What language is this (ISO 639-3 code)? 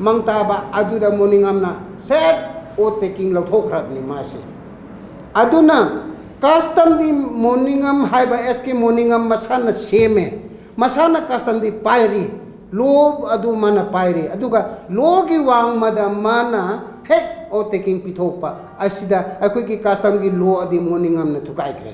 mni